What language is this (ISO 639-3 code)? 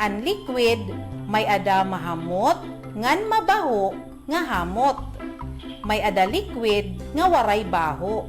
war